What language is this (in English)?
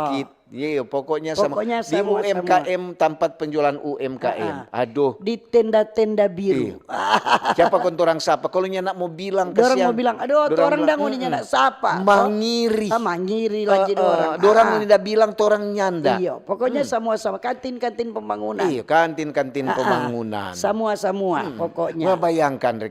Manado Malay